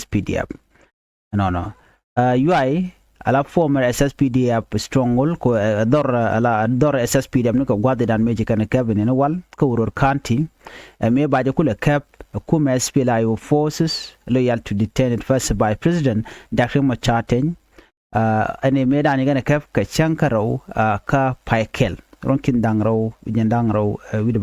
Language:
Nuer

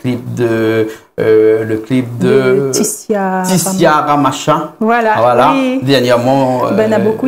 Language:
Réunion Creole French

